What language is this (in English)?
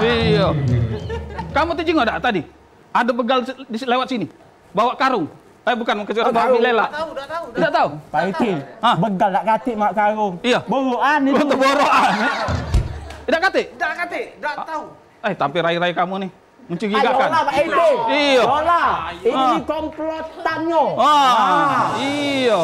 Musi